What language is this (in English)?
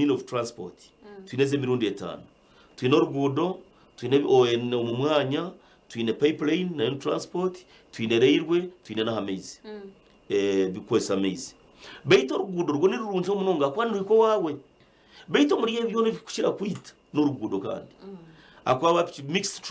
Nyankole